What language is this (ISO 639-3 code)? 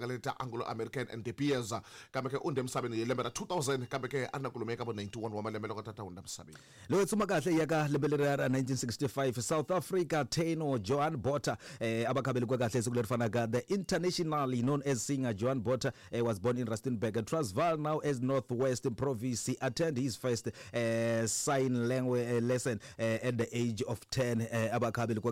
tso